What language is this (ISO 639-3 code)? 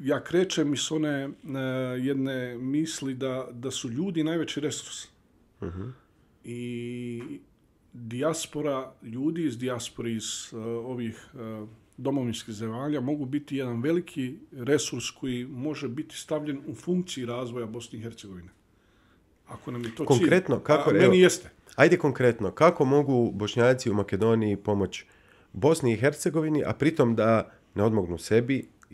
bos